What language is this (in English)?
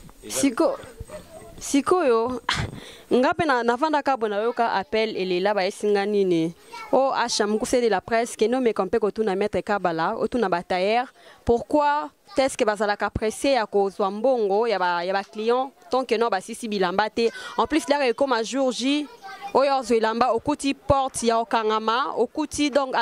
Lingala